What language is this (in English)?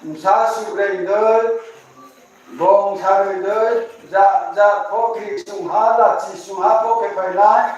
Riang (India)